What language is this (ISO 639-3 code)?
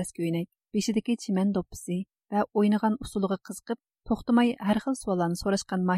uig